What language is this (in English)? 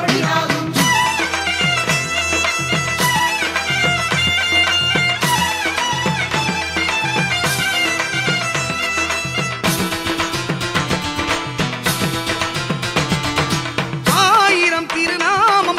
Tamil